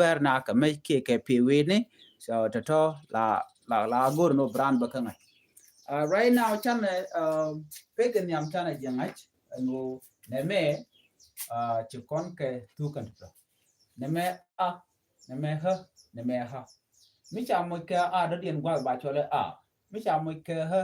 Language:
Nuer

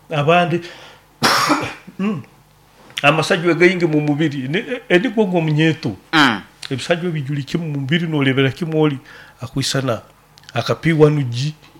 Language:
Nyoro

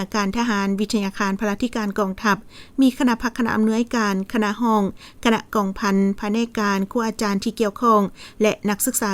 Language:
Lao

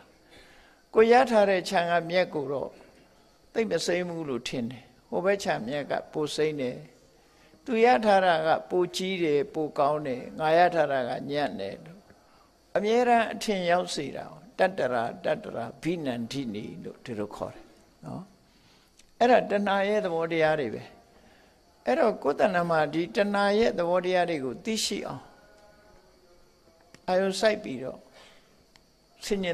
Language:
Burmese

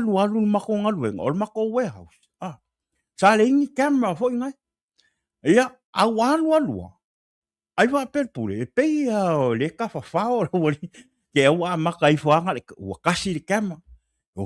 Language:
Samoan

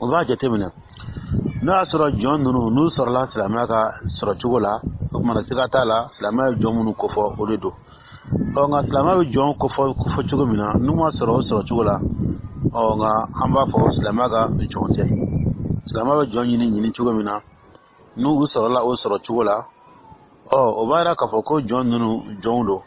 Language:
Dyula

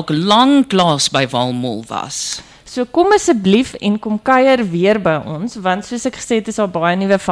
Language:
Afrikaans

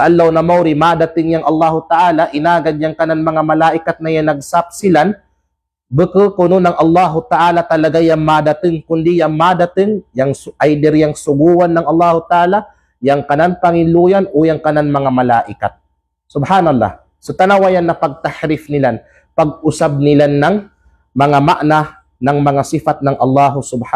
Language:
Kalagan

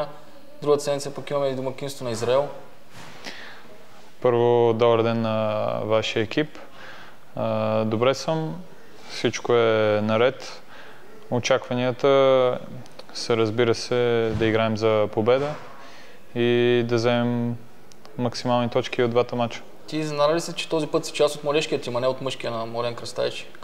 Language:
Bulgarian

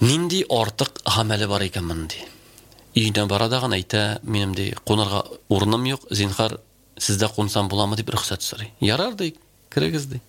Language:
Tatar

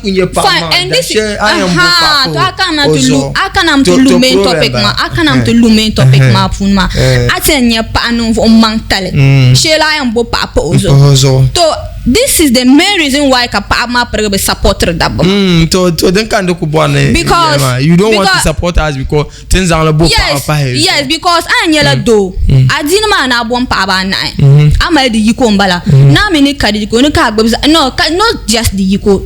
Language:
Dagbani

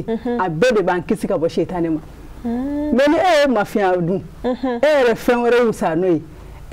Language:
Bambara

